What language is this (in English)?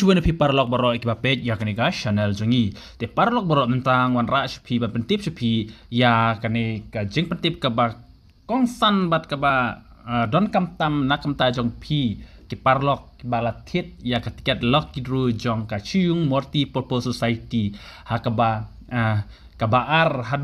Khasi